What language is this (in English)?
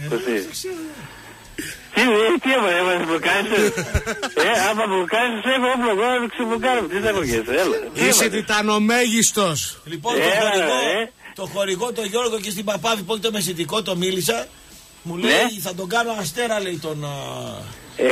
Greek